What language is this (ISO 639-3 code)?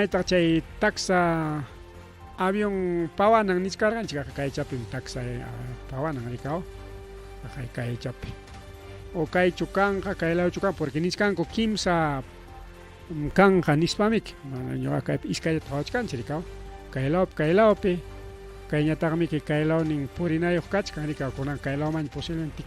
quy